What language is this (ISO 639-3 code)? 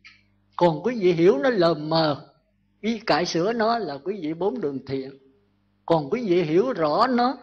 vie